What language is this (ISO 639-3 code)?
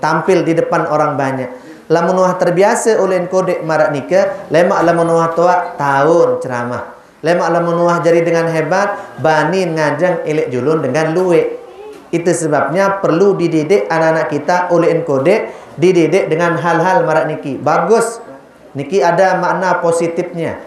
sas